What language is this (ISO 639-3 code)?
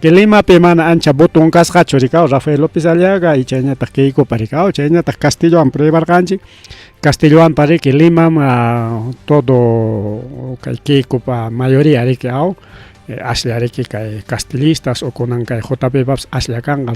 quy